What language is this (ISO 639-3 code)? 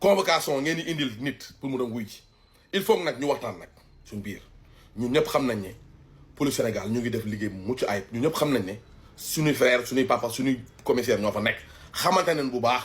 wol